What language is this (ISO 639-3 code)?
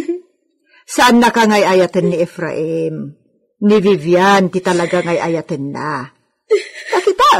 ilo